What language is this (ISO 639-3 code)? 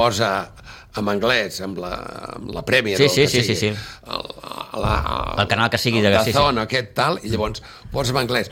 cat